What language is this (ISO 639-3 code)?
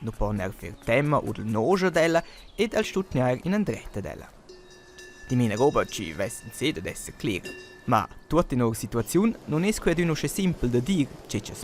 roh